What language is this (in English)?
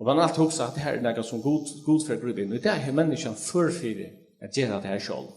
Faroese